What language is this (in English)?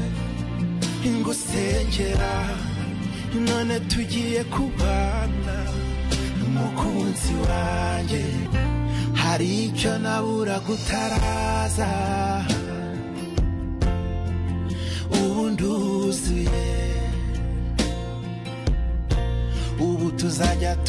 Kinyarwanda